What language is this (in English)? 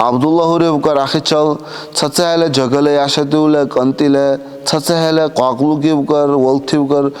Dargwa